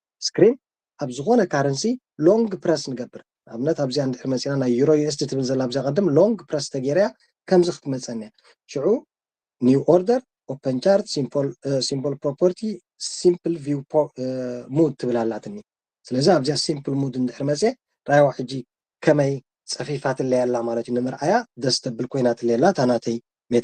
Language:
Tigrinya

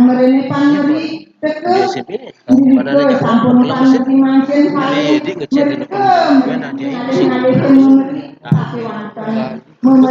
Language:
Balinese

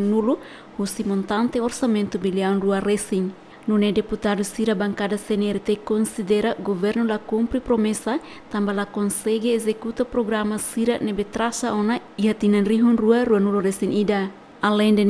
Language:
Tetum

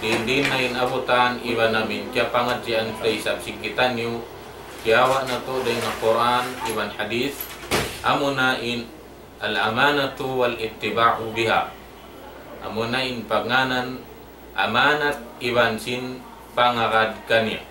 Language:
Tausug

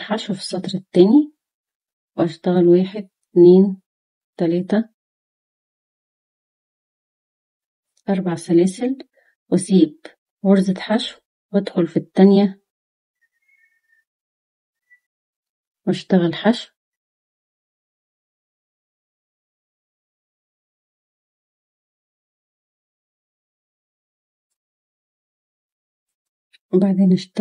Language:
Egyptian Arabic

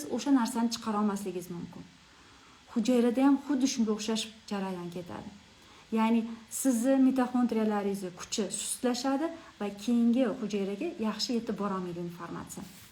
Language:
Uzbek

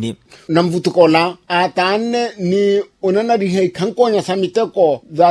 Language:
Makhuwa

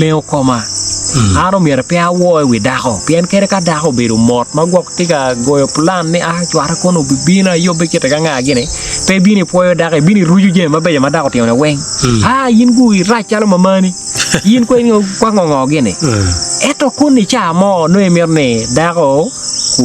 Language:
Acoli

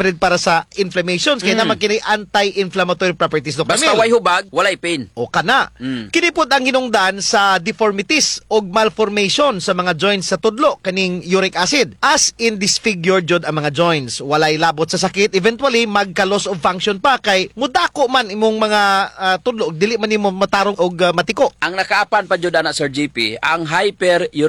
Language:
Cebuano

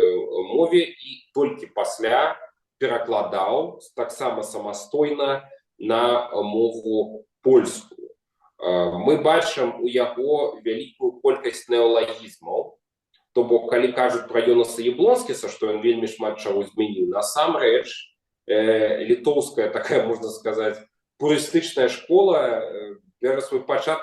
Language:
Belarusian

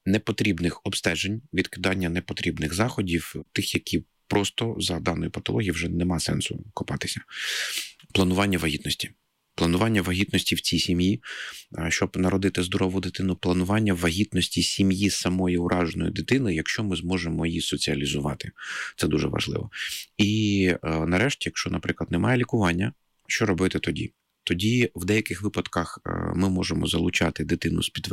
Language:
Ukrainian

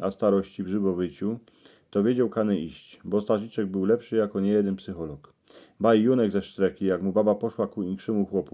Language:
Silesian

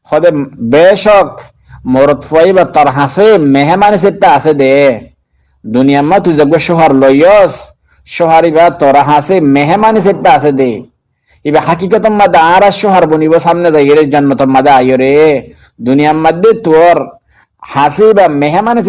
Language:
Rohingya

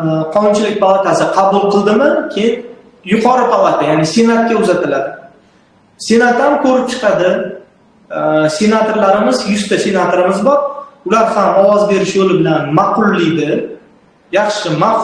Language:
Uzbek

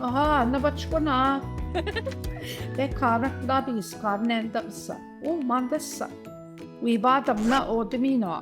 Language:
Central Ojibwa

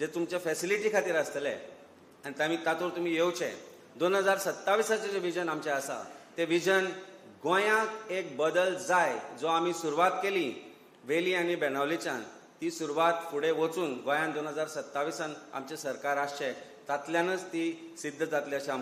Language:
Konkani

